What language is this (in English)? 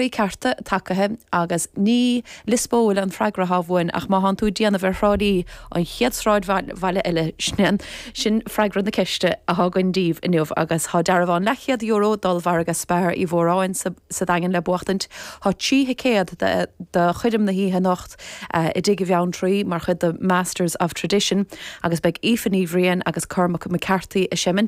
Irish